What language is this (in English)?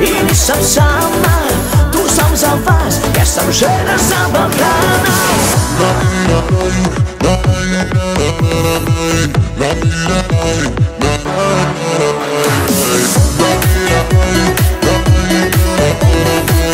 Croatian